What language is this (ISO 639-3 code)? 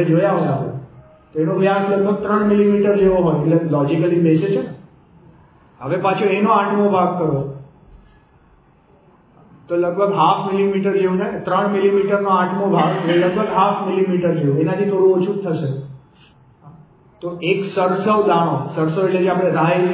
guj